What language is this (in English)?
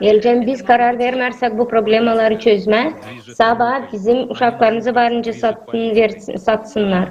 Gagauz